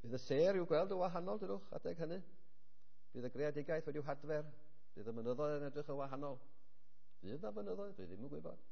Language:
Welsh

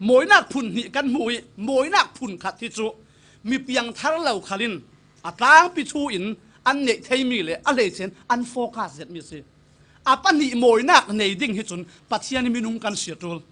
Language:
Falam Chin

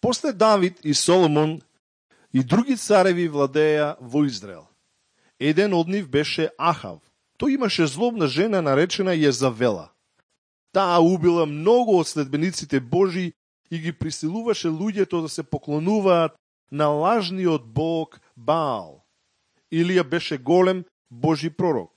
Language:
Macedonian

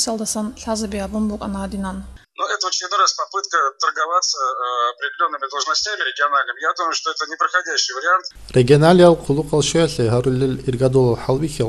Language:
Avaric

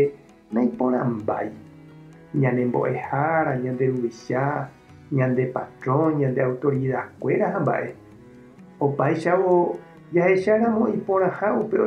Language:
Guarani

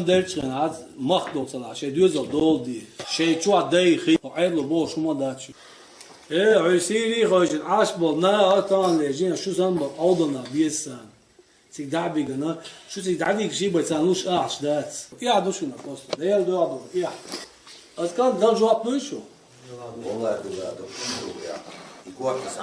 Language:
Chechen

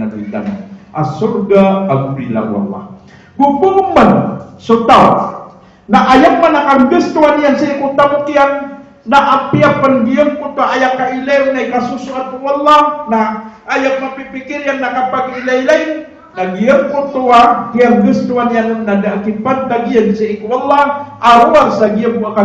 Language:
Maranao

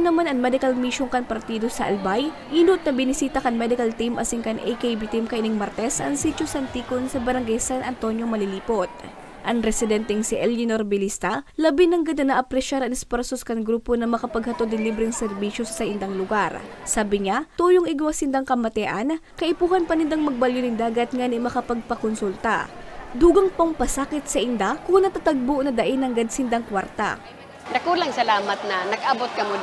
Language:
Bikol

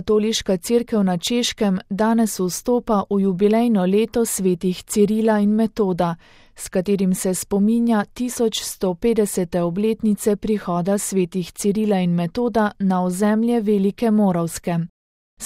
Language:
Slovenian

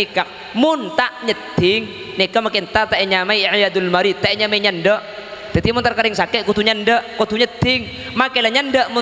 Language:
Madurese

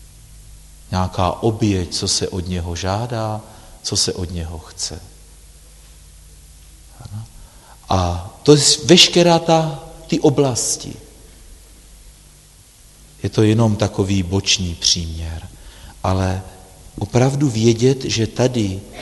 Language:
Czech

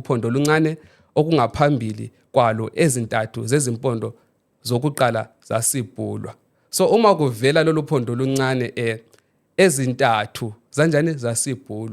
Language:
Zulu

